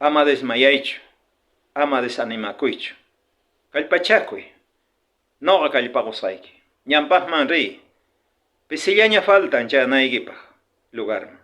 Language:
South Bolivian Quechua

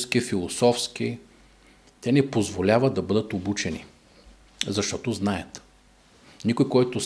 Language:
Bulgarian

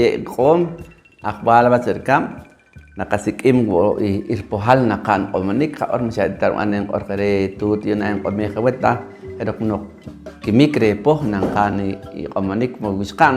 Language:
Poqomchi'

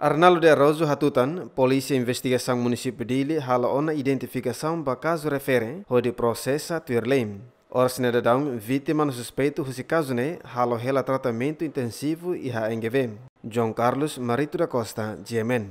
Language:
Tetum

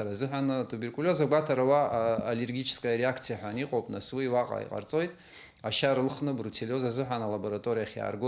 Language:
Abkhazian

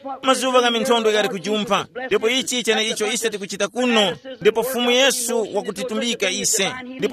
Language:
Tumbuka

